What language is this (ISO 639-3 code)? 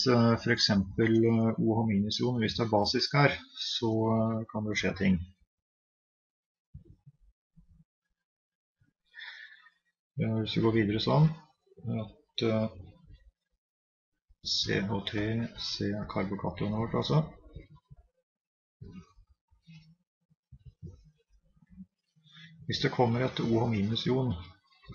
nor